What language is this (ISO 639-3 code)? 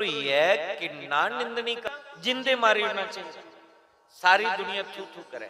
doi